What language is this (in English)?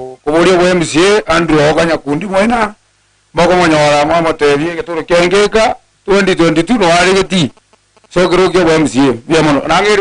Gusii